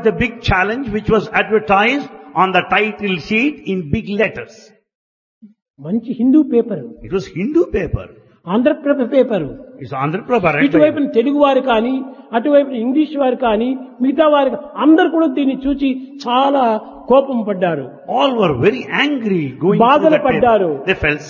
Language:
Telugu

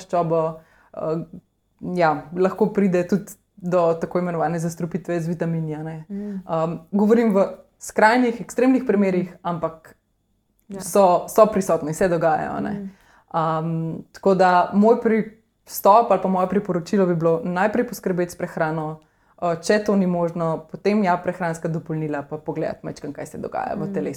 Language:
Slovenian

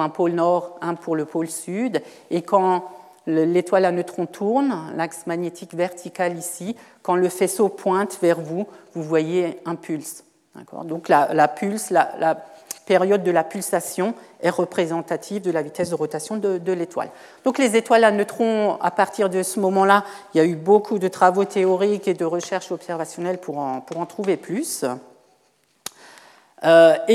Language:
French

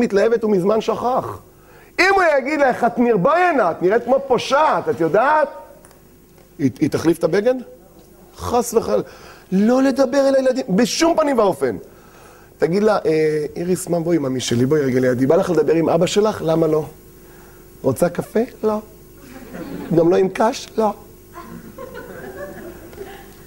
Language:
Hebrew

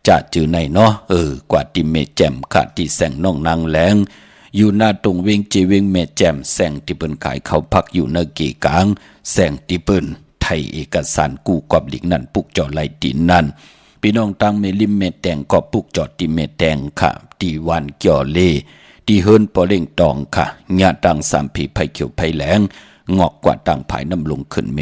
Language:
Shan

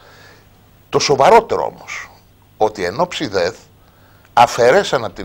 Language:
Greek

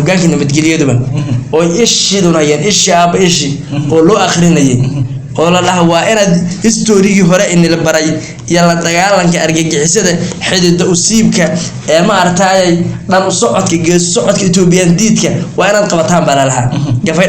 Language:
Somali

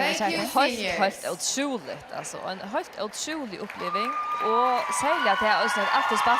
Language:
Faroese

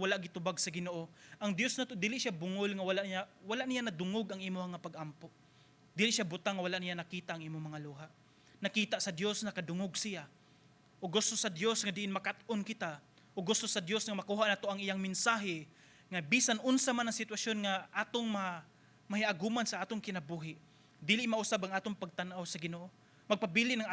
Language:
Cebuano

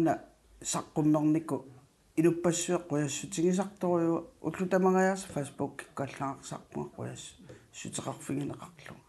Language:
Kalaallisut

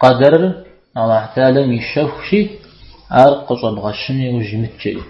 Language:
Kabardian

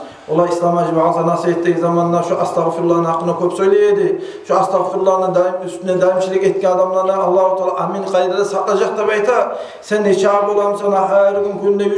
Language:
Kumyk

